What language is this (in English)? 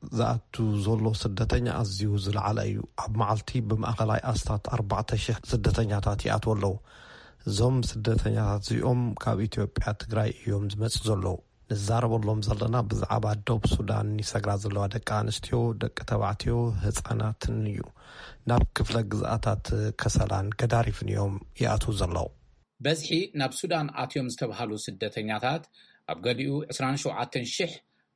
Tigrinya